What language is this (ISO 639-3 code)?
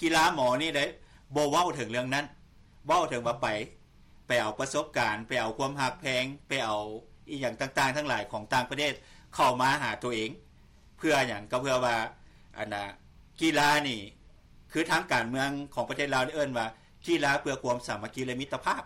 lao